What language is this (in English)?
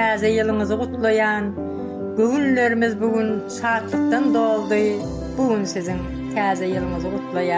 Turkmen